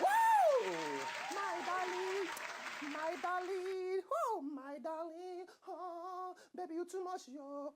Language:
Nigerian Pidgin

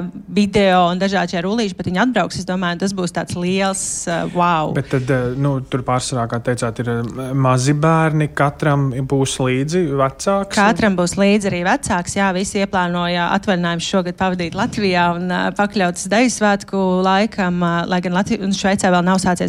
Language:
Latvian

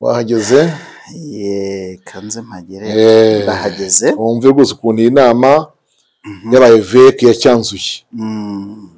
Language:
Kinyarwanda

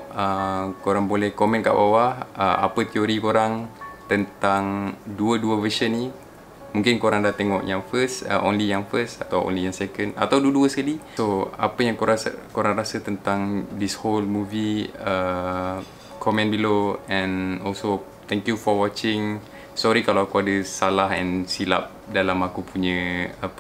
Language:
Malay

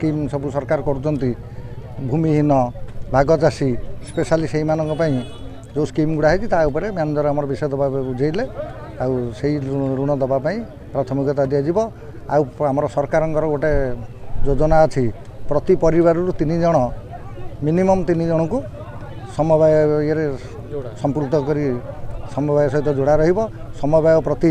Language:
Odia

